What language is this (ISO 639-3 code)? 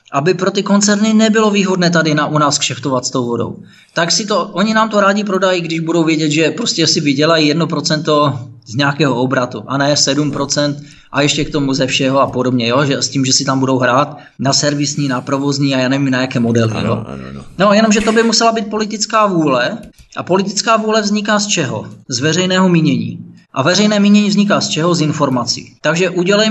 ces